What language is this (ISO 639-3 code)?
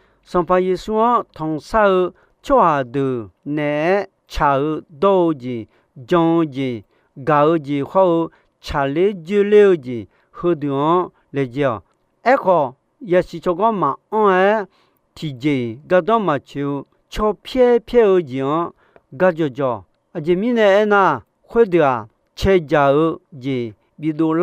ahk